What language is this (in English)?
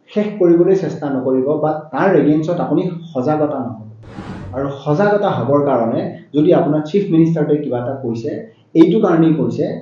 Assamese